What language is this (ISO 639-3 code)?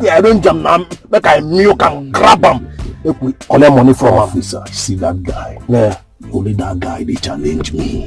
pcm